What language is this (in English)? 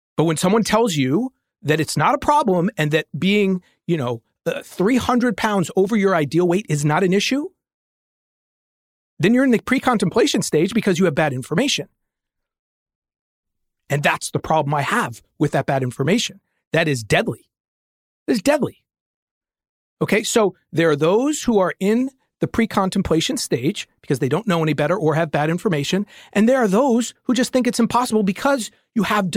English